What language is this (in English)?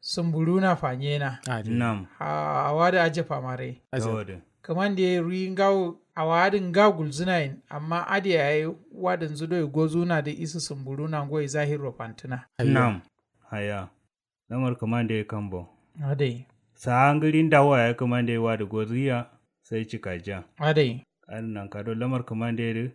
Kanuri